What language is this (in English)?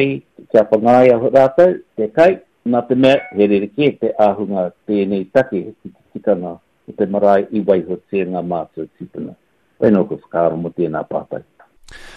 Māori